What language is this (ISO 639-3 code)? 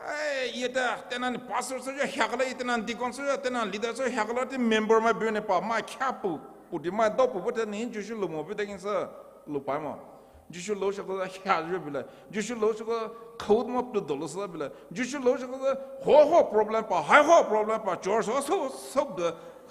pmx